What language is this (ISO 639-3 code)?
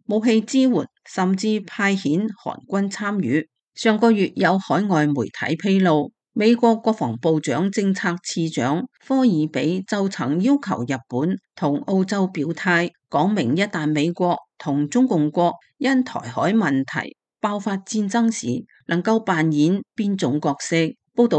yue